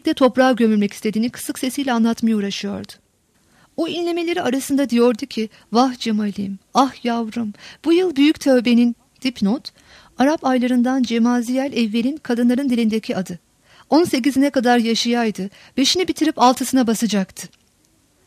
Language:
Turkish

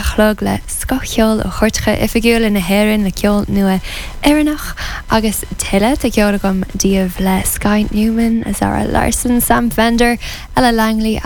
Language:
Irish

